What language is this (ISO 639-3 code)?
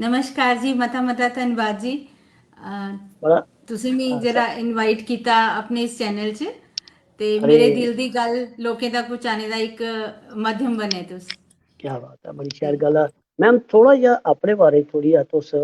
doi